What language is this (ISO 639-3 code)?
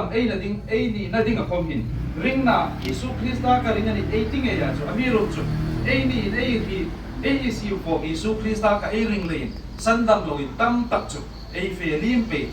hmr